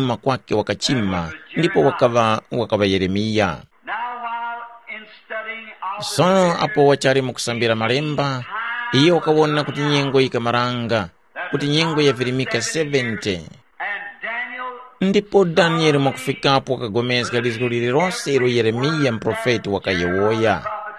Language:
Tumbuka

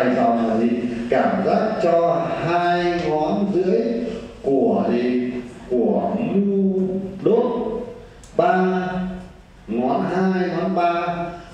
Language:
Vietnamese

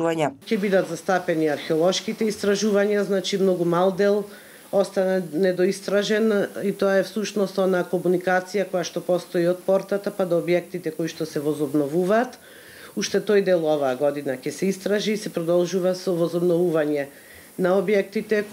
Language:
Macedonian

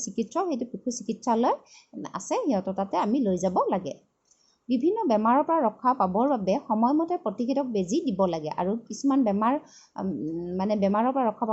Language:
Assamese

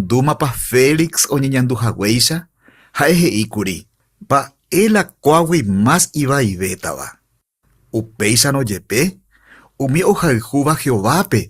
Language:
Guarani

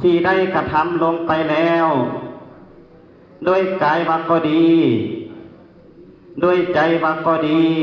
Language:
Lao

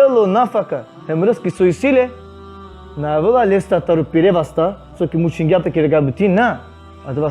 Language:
Balkan Romani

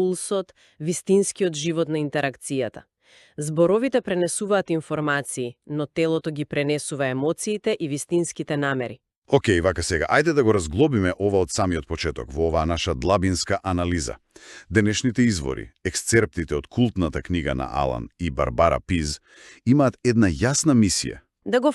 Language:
Macedonian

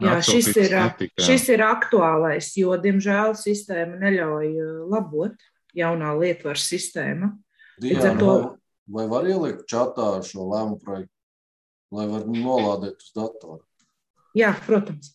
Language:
Latvian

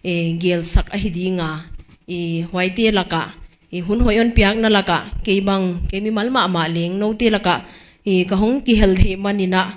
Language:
Paite Chin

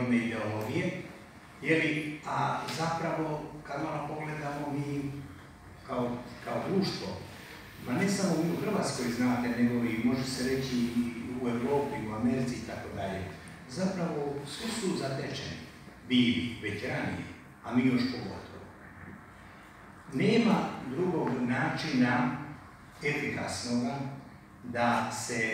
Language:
Croatian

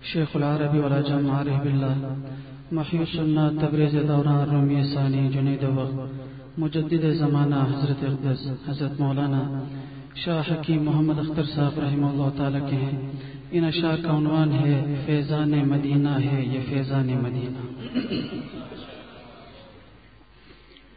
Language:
Urdu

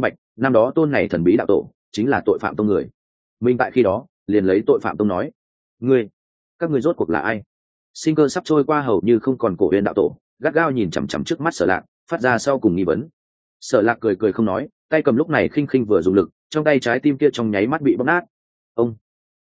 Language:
Vietnamese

